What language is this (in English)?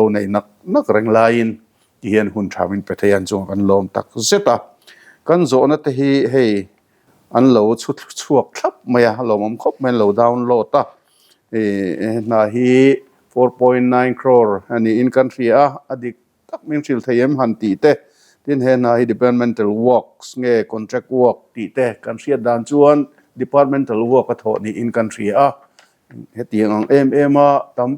Mizo